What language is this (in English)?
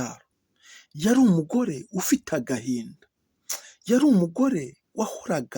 Kinyarwanda